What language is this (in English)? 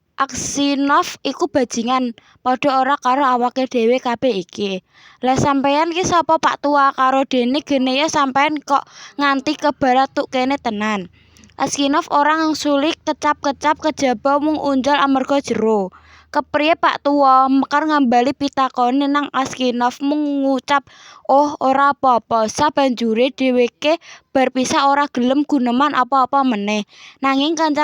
Javanese